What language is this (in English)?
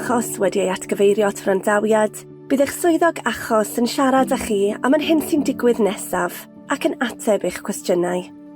Welsh